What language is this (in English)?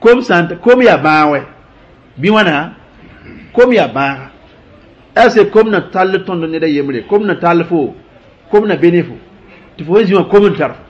Mossi